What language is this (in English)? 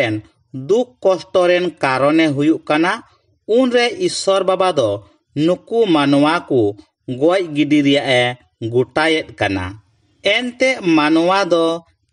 Santali